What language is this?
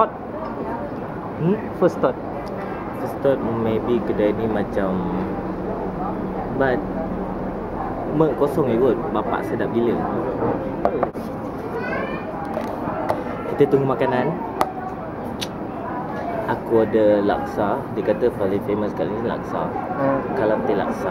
Malay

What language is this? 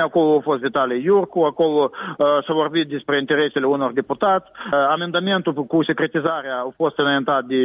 Romanian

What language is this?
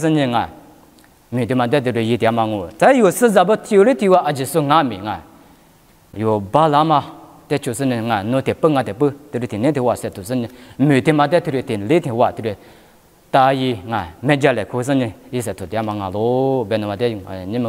Lisu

